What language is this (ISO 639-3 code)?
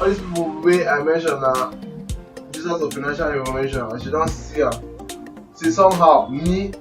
pcm